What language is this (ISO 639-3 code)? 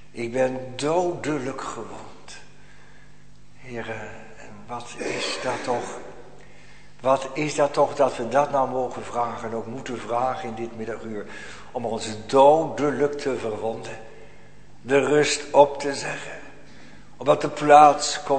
nld